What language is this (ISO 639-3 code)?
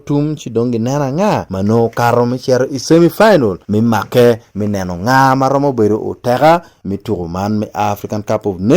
ach